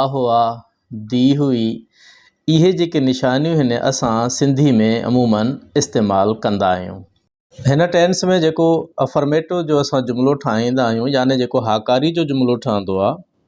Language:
Sindhi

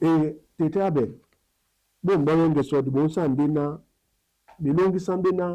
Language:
Duala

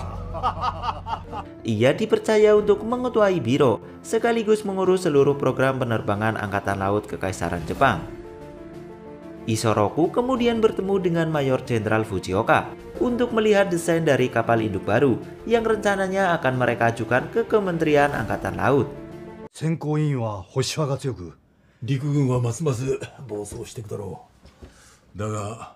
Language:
Indonesian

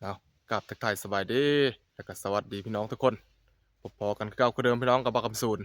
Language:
Northeastern Thai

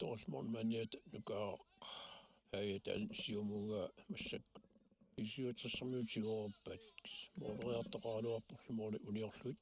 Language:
Kalaallisut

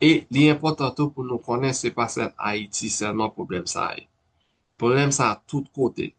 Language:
Haitian Creole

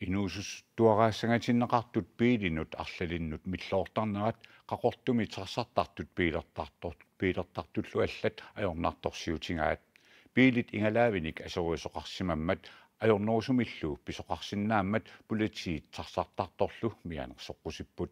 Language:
Kalaallisut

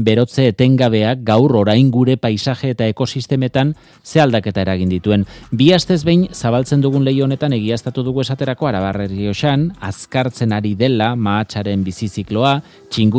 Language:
Basque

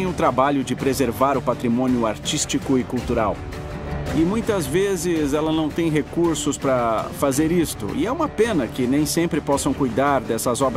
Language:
Portuguese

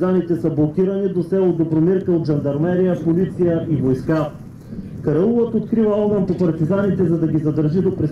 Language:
Bulgarian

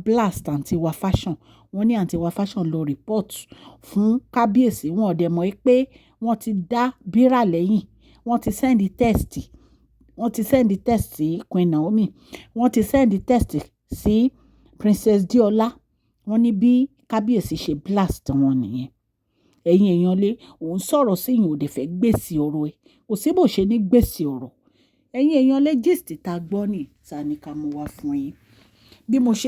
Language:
Yoruba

